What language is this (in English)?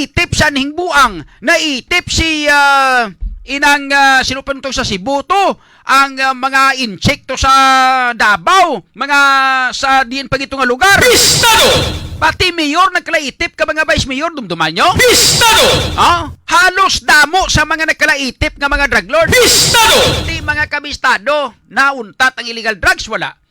Hiligaynon